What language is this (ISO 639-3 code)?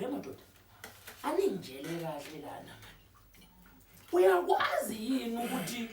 zul